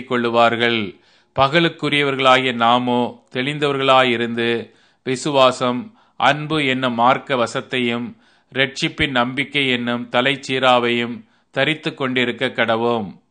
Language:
Tamil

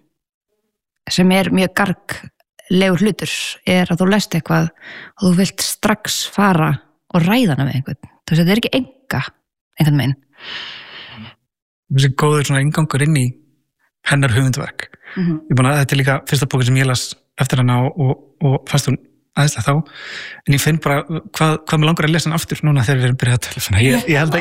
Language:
Icelandic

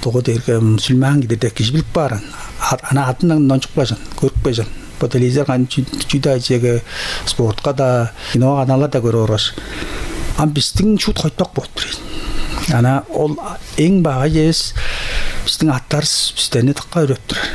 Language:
Tuvinian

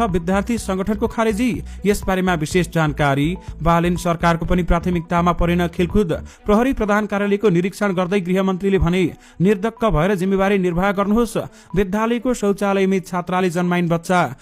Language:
Nepali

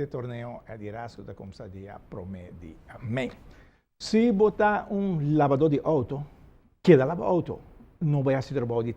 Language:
Papiamento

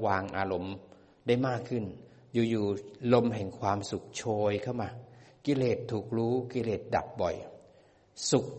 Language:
Thai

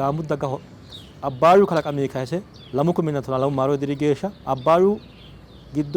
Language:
Sidamo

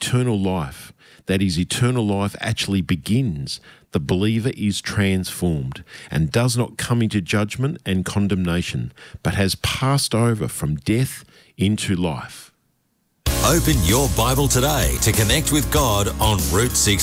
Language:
English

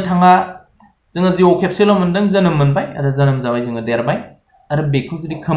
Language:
Bodo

